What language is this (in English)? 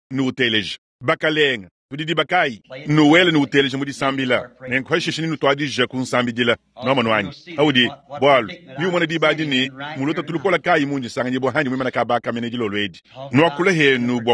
Luba-Lulua